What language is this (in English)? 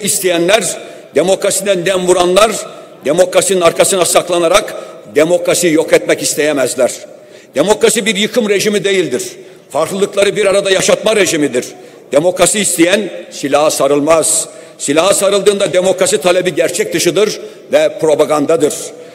Turkish